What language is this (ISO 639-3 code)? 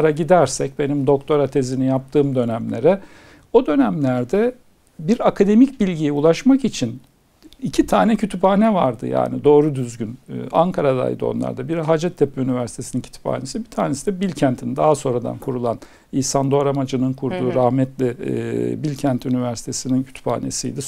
tur